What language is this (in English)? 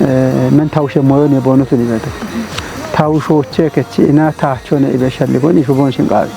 Kafa